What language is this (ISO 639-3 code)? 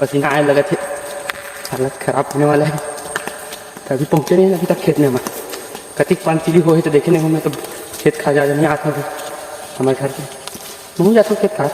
hne